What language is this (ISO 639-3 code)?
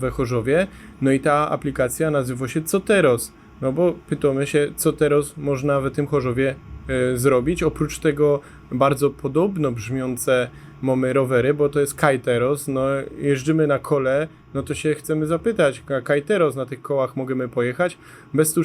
szl